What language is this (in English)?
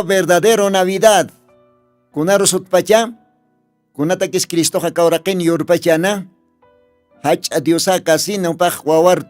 Aymara